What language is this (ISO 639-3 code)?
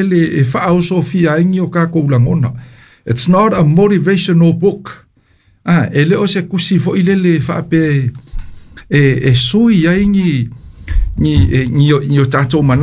smo